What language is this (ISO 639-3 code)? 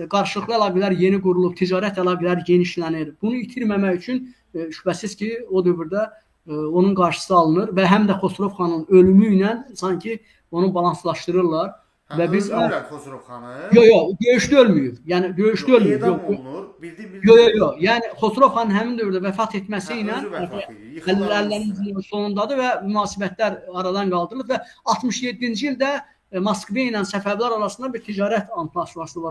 aze